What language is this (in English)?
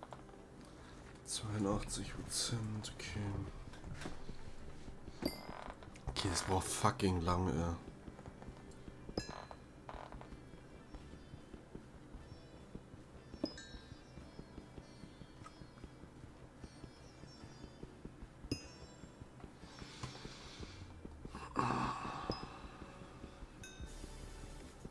German